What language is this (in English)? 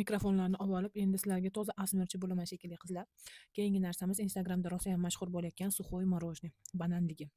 Uzbek